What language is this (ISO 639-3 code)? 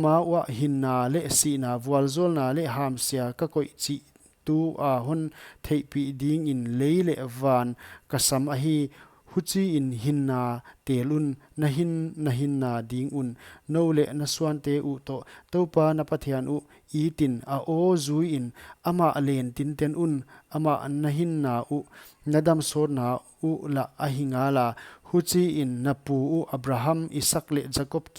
pck